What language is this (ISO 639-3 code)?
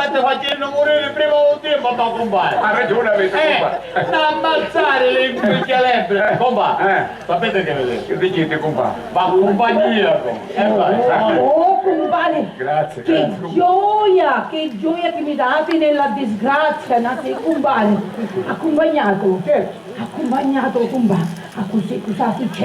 scn